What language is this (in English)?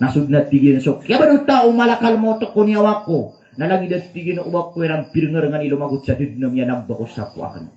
Maranao